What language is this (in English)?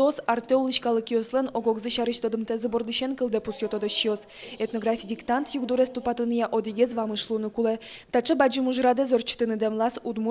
Udmurt